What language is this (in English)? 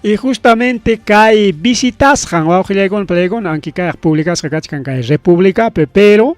Ayacucho Quechua